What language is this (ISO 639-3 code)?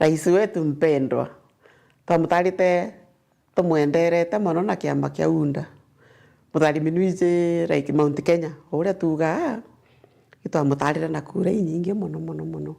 mer